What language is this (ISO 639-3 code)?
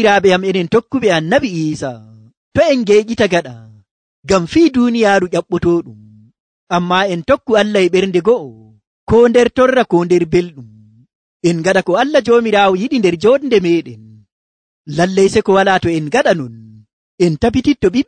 fuv